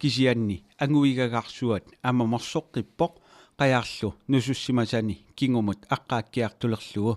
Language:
Kalaallisut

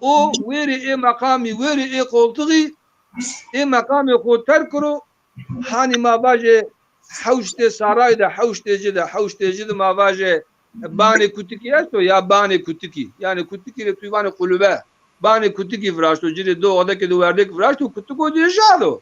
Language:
Zaza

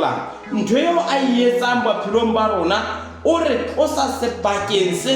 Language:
Southern Sotho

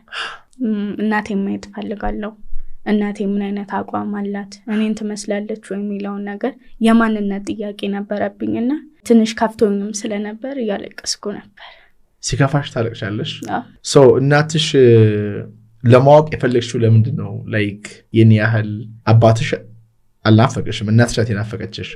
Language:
Amharic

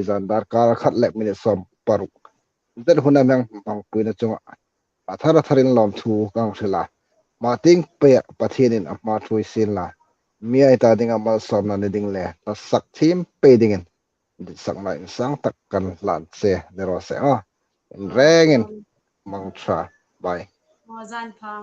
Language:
Hmar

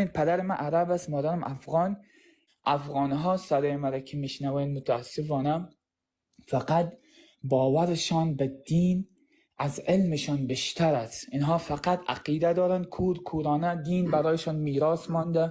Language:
Persian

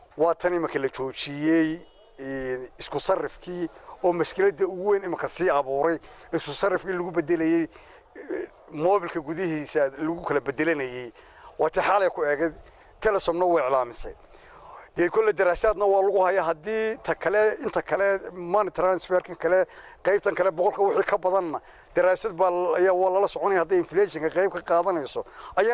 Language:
Somali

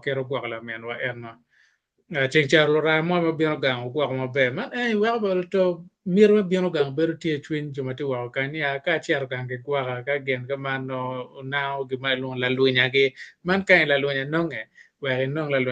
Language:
Acoli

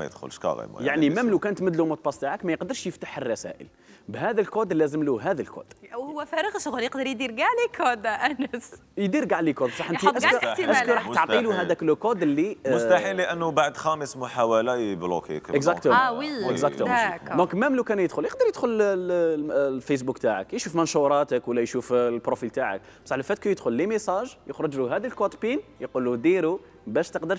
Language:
Algerian Arabic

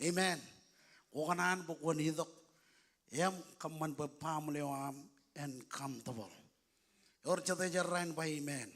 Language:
Marshallese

